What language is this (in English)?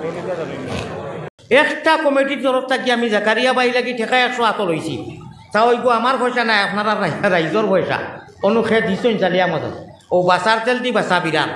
Sylheti